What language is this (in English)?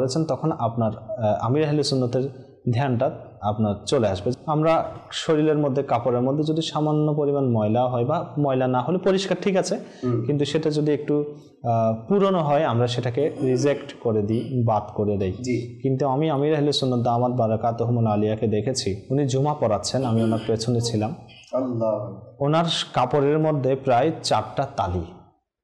Bangla